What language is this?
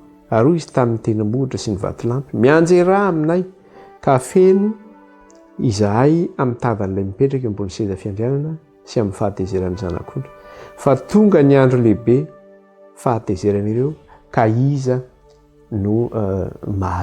Malagasy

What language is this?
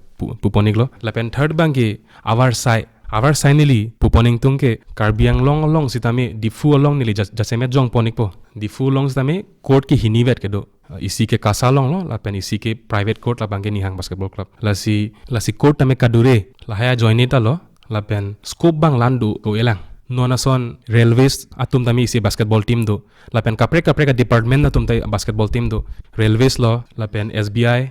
Karbi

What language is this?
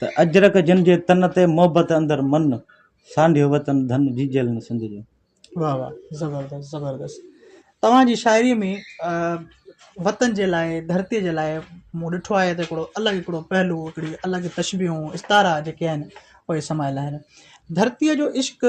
Sindhi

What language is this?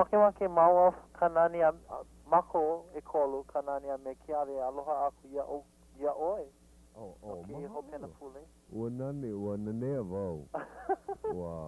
Hawaiian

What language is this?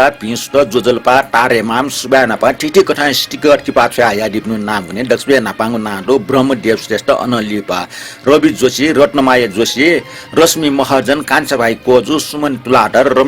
Newari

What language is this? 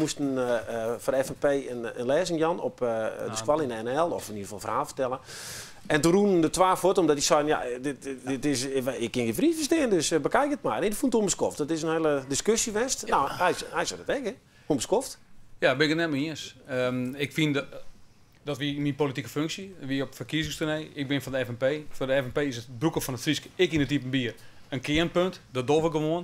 Western Frisian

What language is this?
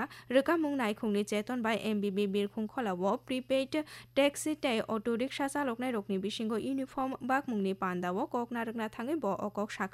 Kok Borok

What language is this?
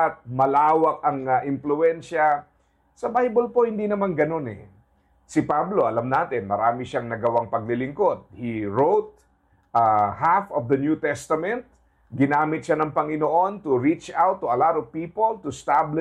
Filipino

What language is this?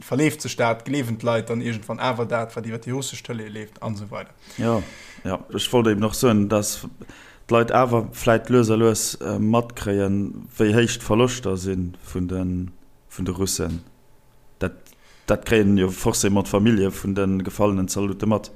Luxembourgish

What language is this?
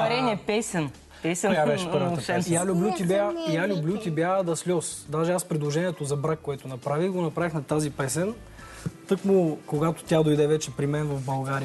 Bulgarian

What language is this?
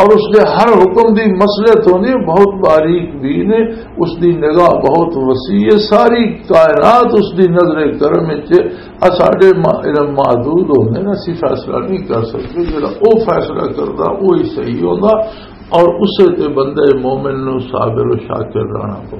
Western Panjabi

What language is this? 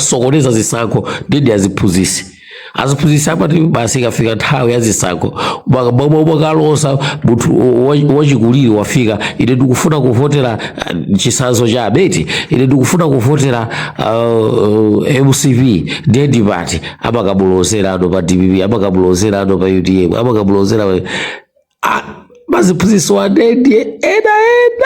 Nyanja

